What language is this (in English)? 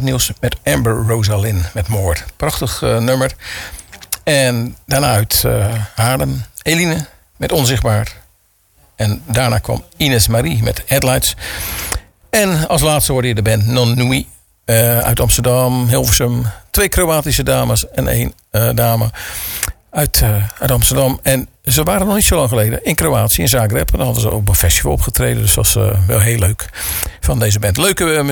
Dutch